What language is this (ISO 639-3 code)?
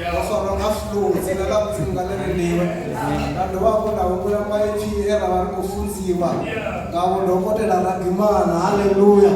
ven